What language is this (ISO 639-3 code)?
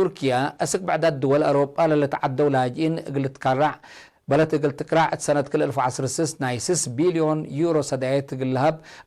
tig